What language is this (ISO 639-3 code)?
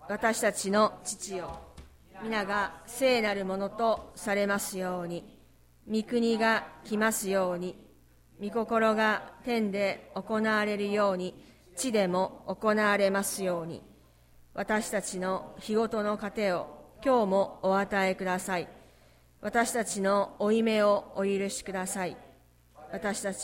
jpn